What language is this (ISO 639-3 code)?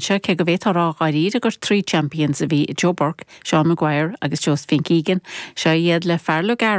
gle